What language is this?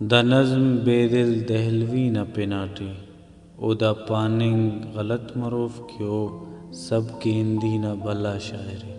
Brahui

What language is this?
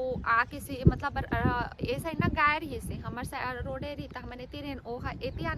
Chhattisgarhi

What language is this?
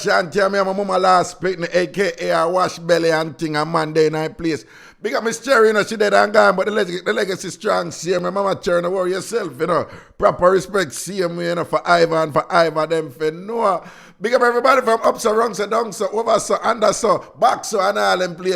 Jamaican Creole English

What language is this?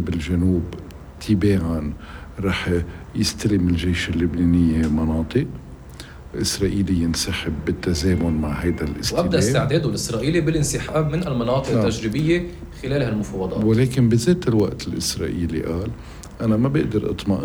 North Levantine Arabic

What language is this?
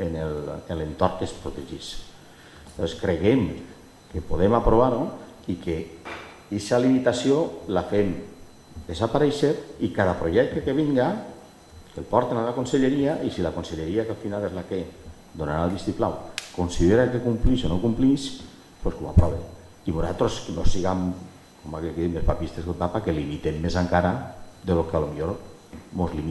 Catalan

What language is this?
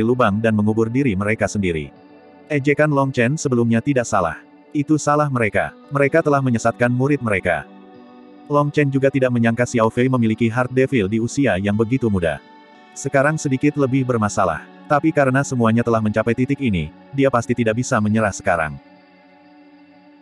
Indonesian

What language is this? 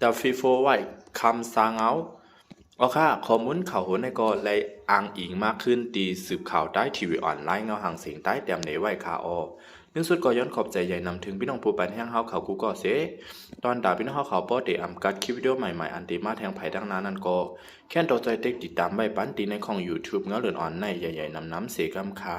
Shan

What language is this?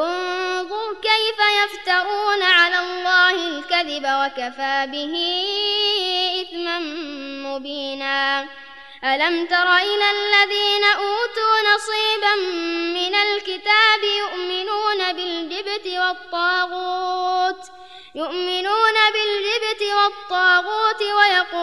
Arabic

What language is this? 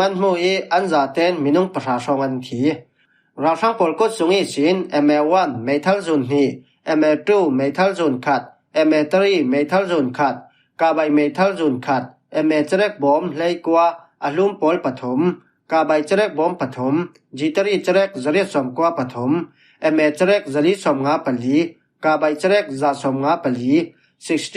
Falam Chin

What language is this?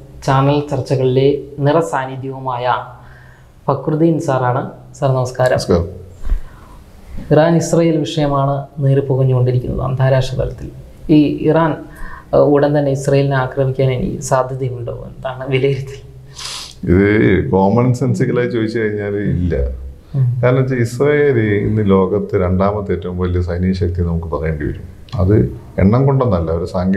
Malayalam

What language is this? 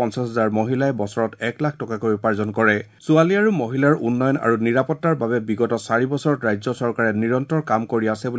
Assamese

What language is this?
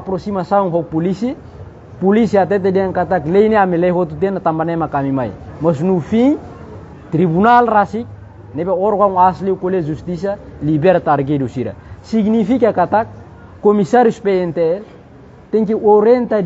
Tetum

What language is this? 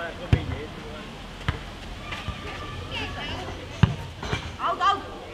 Czech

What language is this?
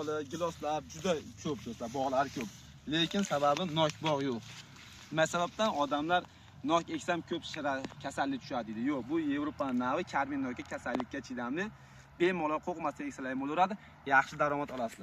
Uzbek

